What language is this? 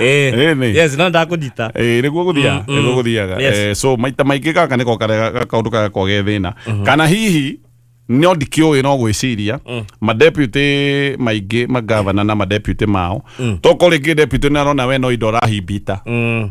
Kikuyu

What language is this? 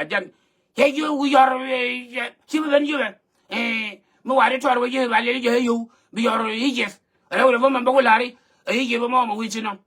Nuer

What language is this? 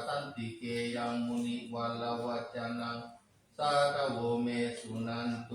Pali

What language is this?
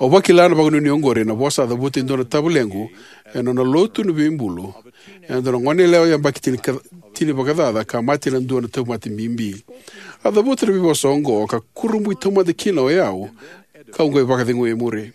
Fijian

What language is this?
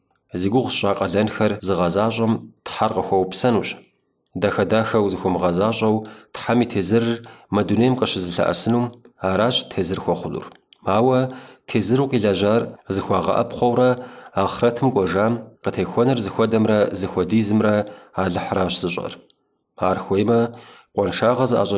Kabardian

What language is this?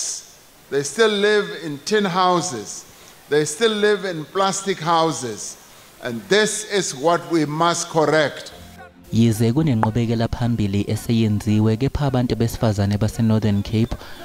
Zulu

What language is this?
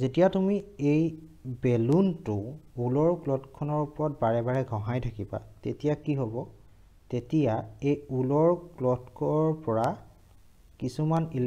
Assamese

